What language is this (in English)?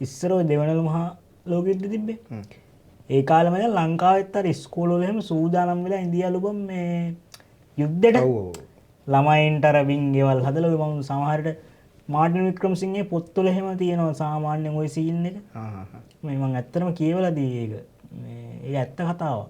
Sinhala